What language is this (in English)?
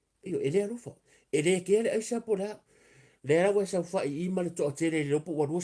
Samoan